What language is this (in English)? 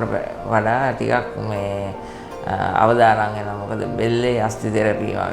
Sinhala